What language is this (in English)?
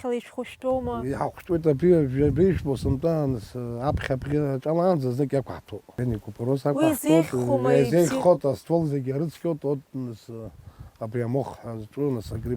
Abkhazian